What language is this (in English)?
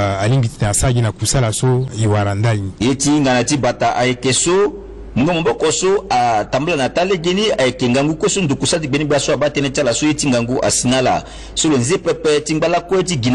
Sango